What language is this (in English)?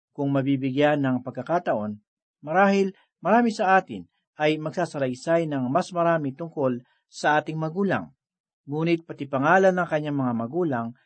Filipino